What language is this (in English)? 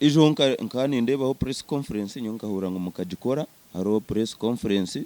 Nyankole